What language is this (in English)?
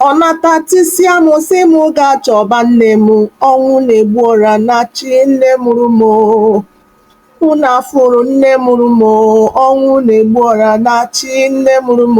Igbo